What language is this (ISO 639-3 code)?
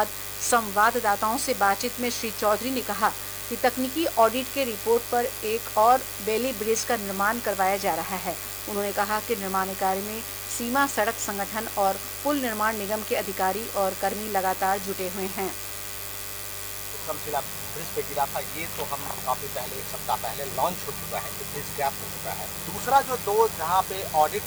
hin